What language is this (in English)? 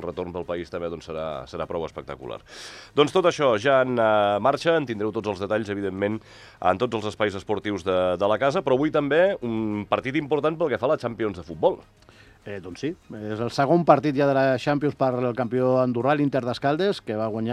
Catalan